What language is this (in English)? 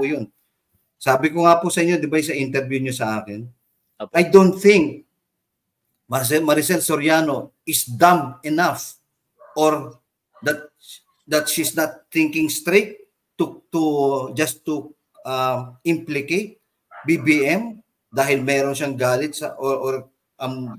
Filipino